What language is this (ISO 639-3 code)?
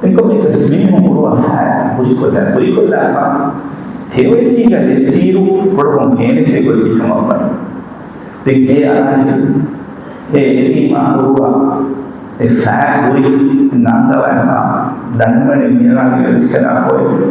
div